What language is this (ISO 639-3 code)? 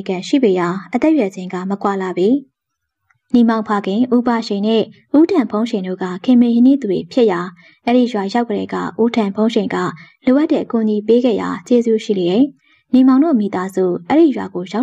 mya